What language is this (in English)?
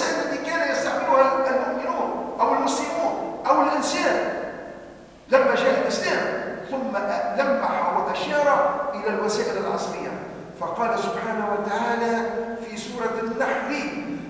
Arabic